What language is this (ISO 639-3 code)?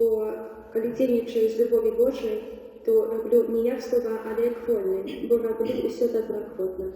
bel